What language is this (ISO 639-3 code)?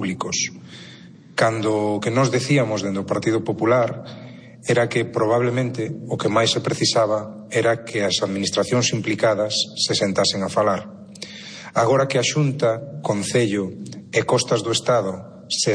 glg